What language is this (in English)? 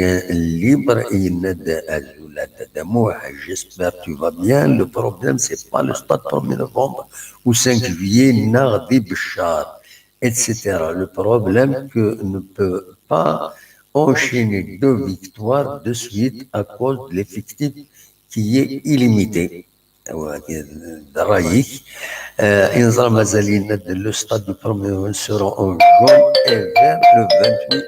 Kabyle